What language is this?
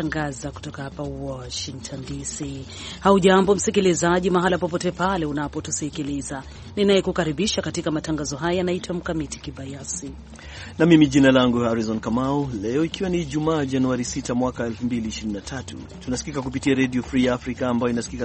Swahili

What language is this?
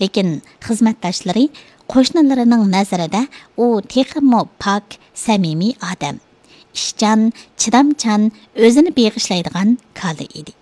Uyghur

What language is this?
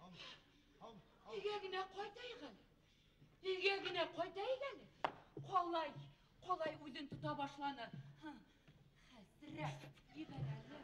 Bashkir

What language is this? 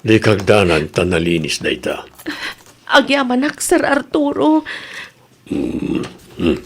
Iloko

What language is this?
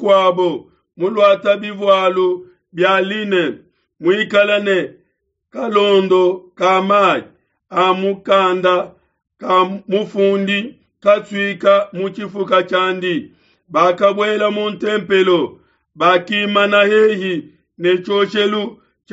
Luba-Lulua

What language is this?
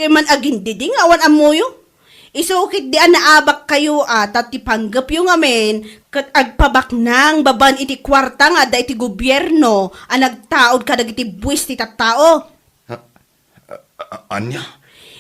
Iloko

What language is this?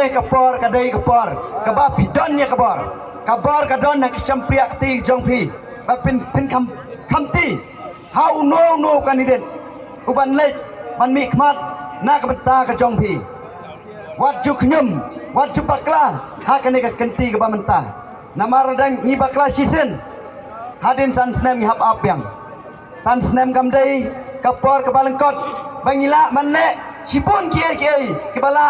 Khasi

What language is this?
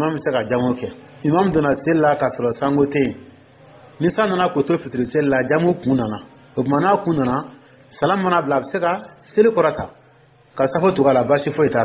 Dyula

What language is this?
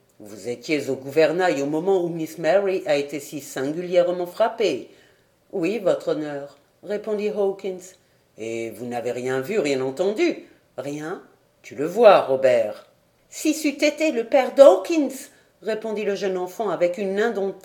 French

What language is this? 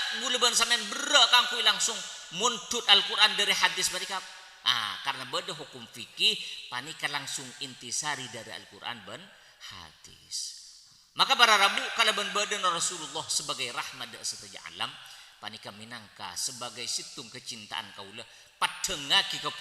Madurese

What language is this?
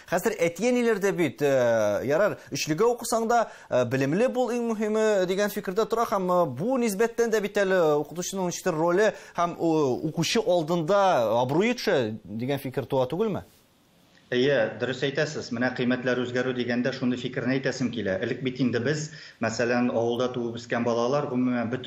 Tatar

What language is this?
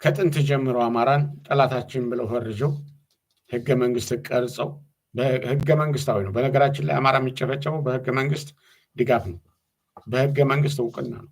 Amharic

